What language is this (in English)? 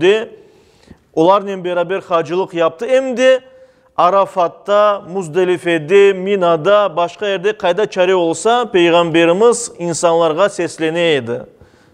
Crimean Tatar